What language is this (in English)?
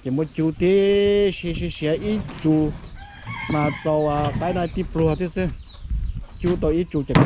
Hmong